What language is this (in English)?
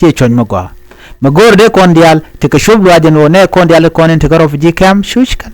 Nuer